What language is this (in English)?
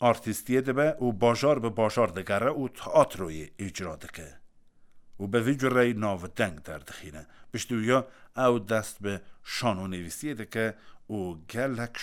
Kurdish